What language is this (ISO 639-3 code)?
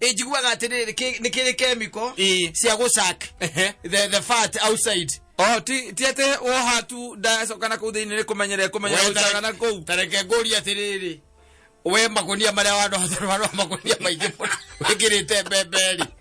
kik